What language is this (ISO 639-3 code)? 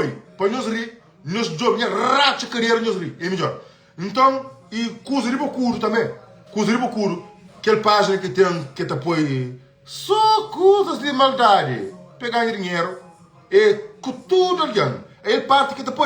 kea